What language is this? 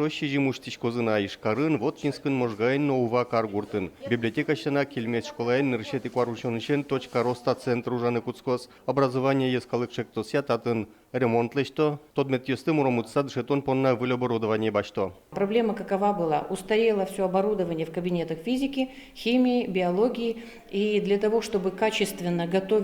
Udmurt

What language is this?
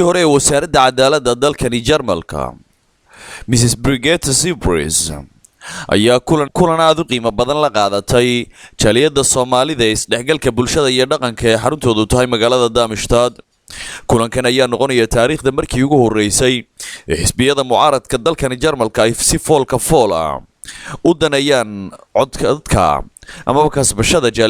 Somali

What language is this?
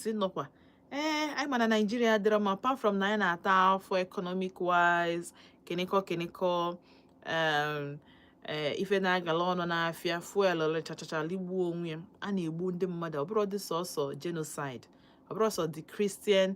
Igbo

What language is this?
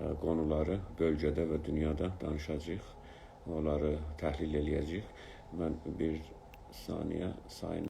South Azerbaijani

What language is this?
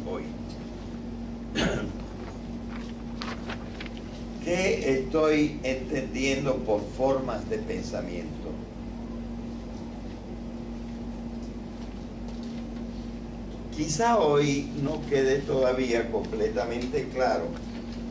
Spanish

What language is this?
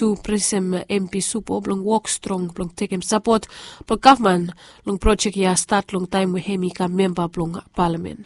Bislama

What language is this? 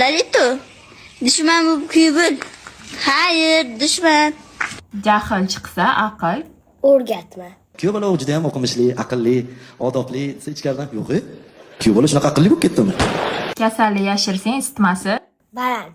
Uzbek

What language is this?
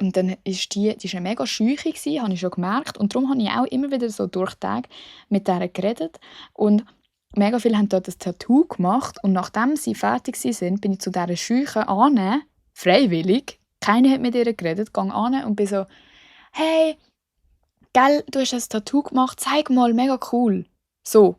Swiss German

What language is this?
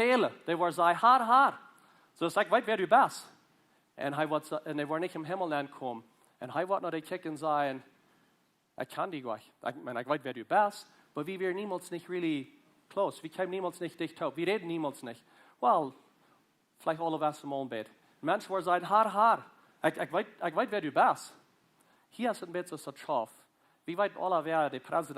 Plautdietsch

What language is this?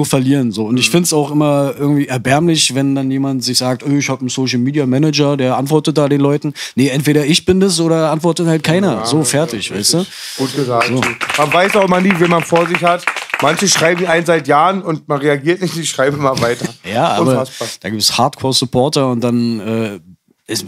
German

